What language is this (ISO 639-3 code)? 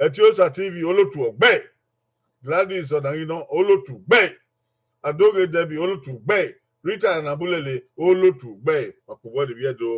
bin